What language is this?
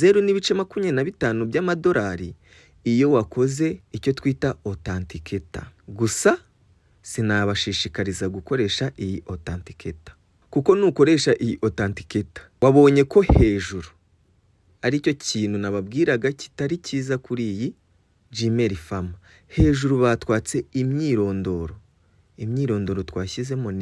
Kinyarwanda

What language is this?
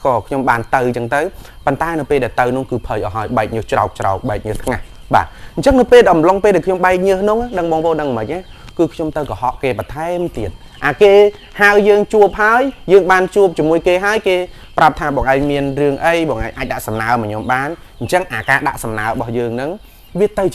Khmer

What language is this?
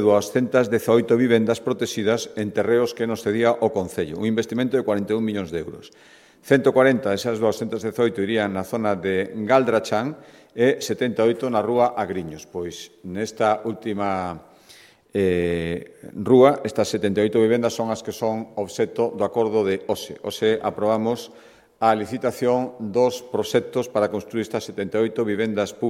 Galician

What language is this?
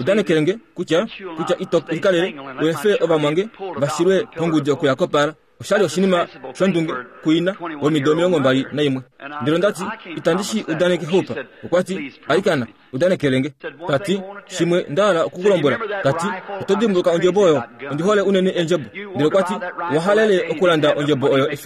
Kuanyama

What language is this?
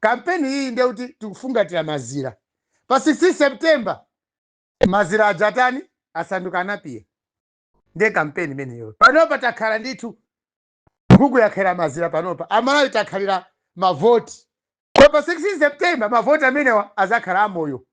Nyanja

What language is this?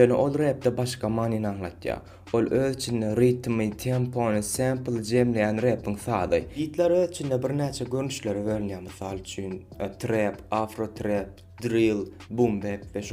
Turkmen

